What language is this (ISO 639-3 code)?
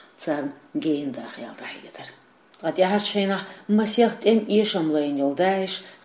che